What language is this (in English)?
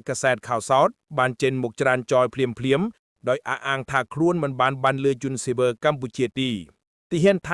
Khmer